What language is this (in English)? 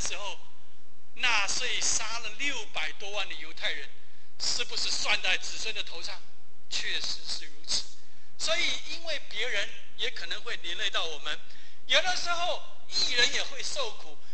Chinese